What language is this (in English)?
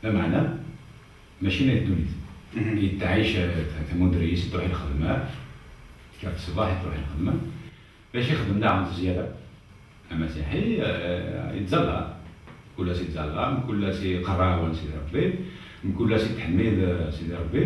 Kabyle